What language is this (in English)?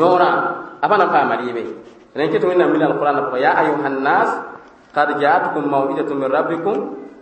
Mossi